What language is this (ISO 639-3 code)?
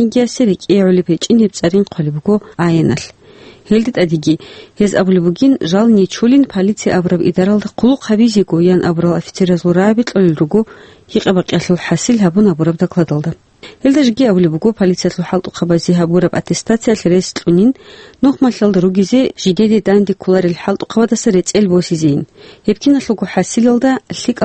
ava